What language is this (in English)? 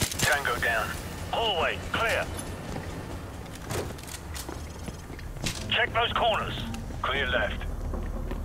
English